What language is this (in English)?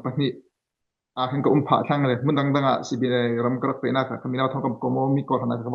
Falam Chin